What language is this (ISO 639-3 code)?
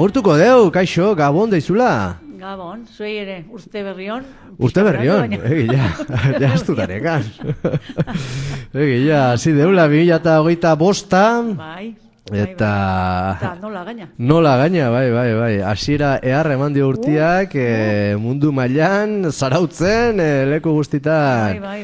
eus